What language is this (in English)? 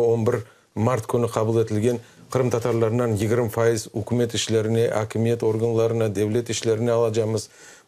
Crimean Tatar